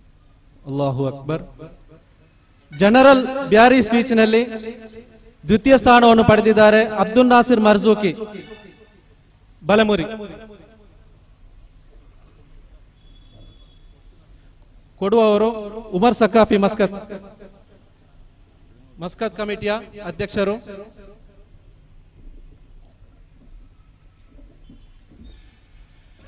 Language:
Malayalam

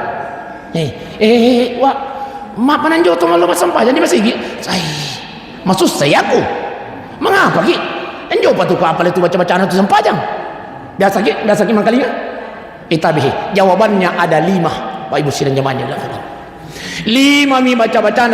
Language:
Buginese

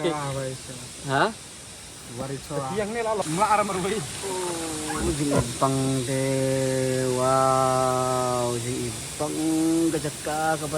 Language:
Khasi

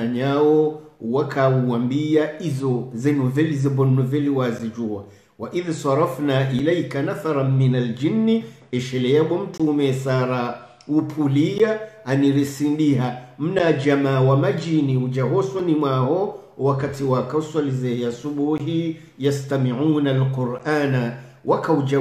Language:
Swahili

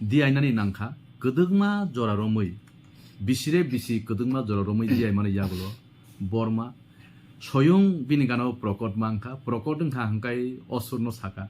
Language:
Kok Borok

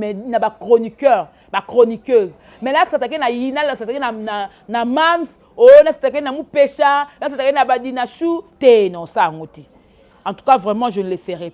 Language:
Lingala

